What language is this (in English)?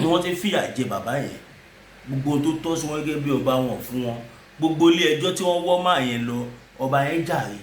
Yoruba